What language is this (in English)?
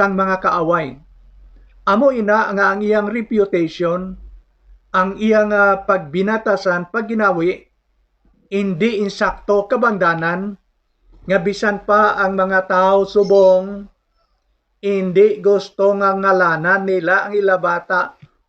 Hiligaynon